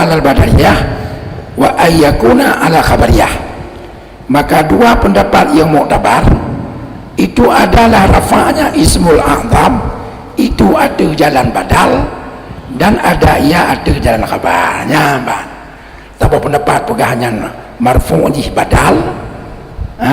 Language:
Achinese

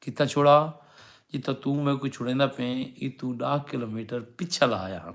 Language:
Saraiki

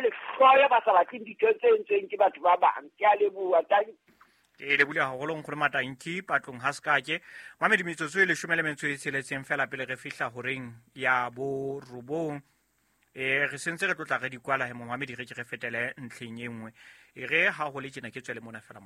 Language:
Southern Sotho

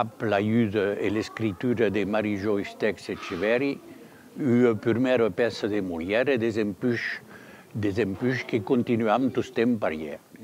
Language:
Occitan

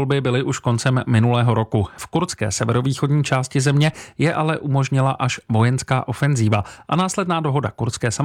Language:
Czech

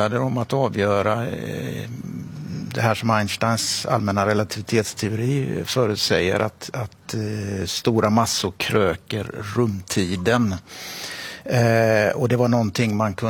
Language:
Swedish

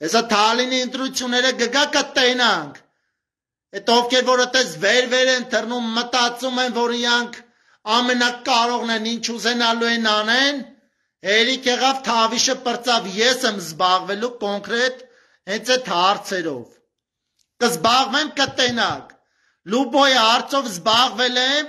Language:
Armenian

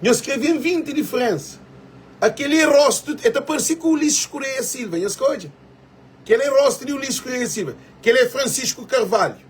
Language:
Kabuverdianu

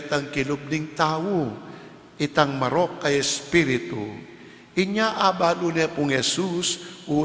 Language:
Pampanga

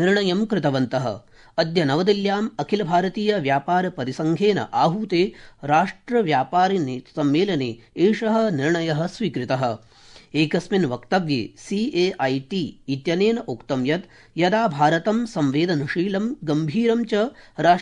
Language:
Sanskrit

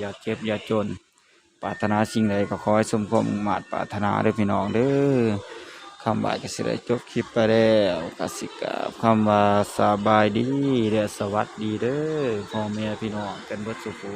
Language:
Northeastern Thai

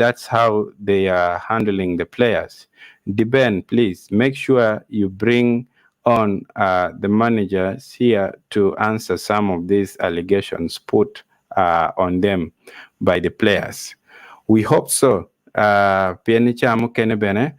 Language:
Acoli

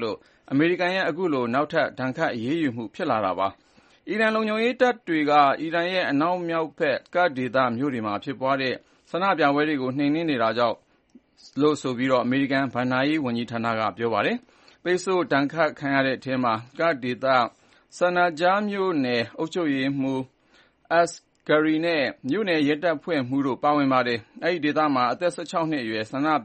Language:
Burmese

